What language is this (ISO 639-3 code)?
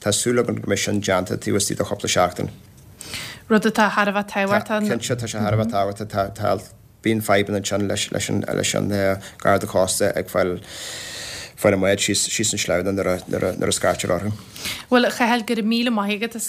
gle